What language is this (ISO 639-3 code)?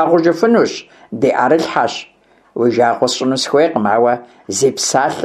kbd